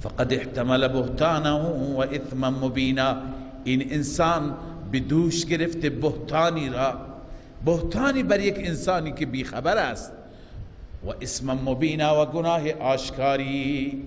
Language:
Persian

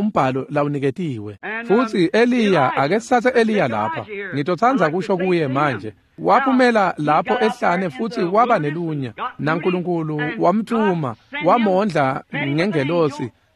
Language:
Swati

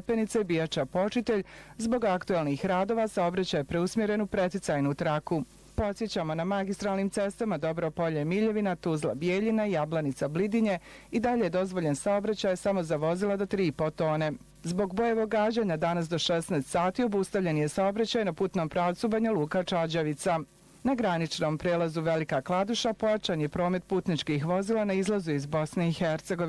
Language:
Bosnian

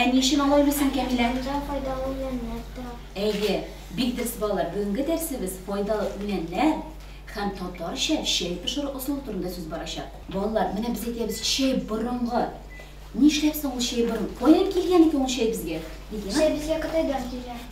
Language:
Tatar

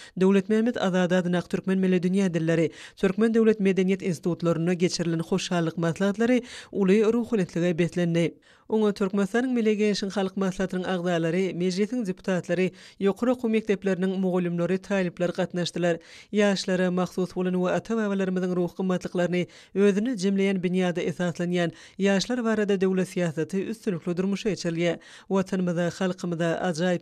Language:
Turkmen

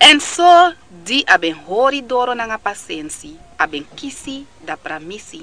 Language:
Sranan Tongo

